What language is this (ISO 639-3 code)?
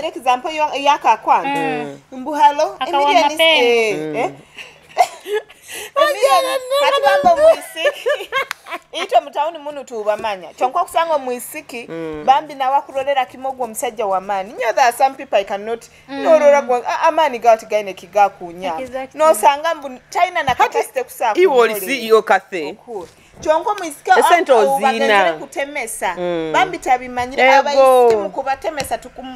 nyo